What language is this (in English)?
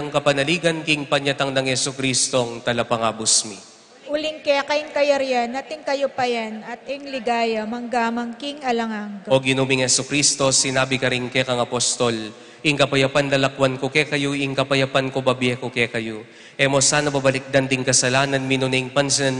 Pampanga